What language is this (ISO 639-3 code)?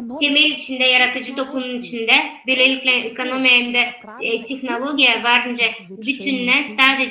gag